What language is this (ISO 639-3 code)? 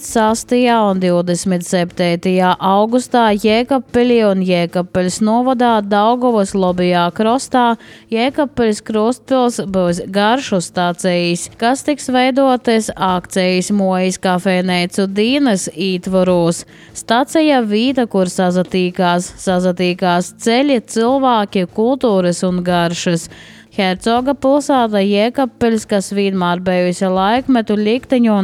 lav